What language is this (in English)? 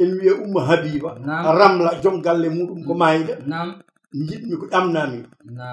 Fula